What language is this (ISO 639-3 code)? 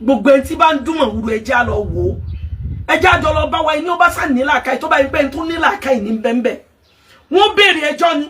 yor